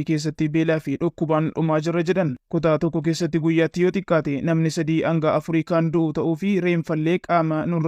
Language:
Oromo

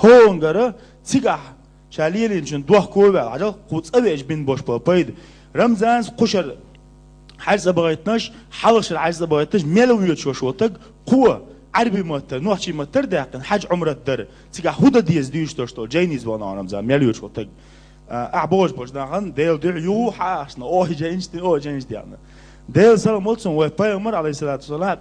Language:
Chechen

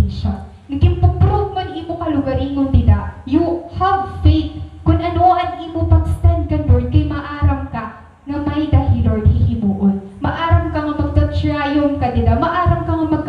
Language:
Waray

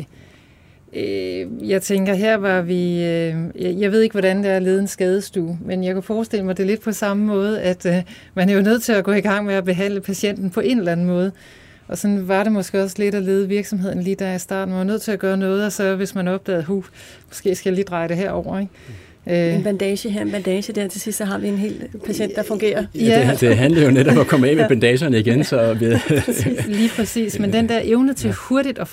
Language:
Danish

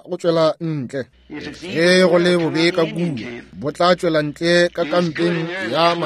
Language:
Northern Sotho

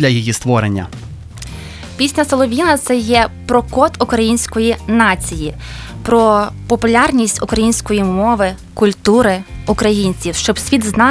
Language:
Ukrainian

